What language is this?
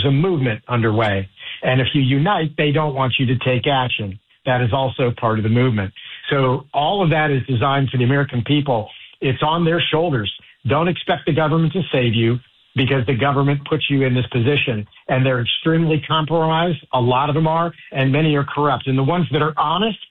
English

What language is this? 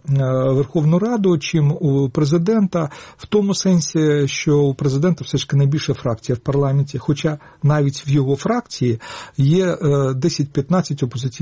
Ukrainian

